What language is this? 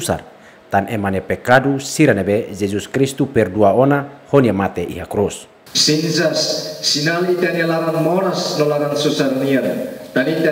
Tetum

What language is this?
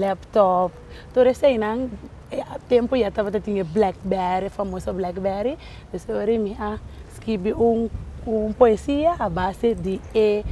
Papiamento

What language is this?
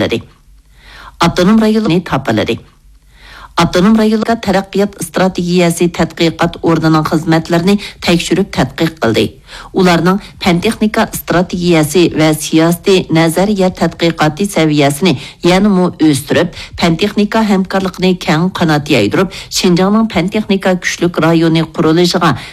Uyghur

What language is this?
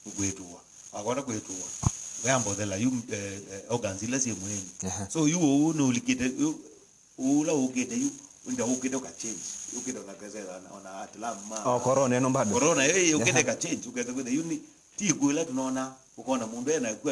Kamba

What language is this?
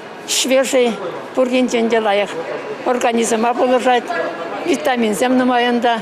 Chuvash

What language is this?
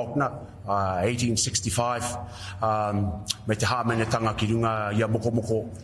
Māori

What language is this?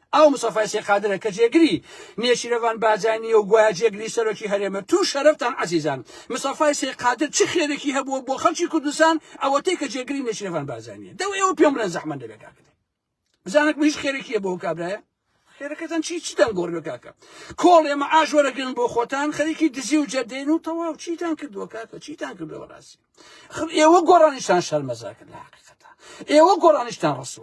Central Kurdish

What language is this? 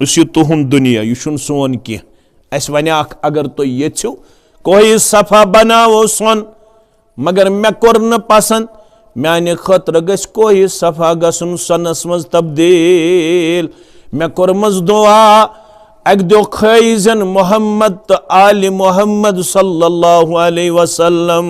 Kashmiri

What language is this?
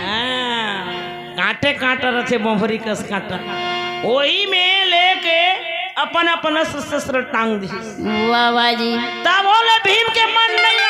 Chhattisgarhi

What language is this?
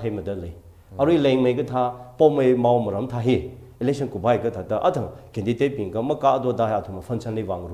Tangkhul Naga (India)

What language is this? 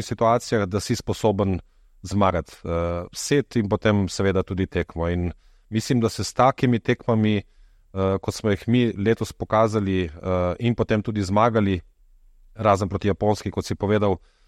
Slovenian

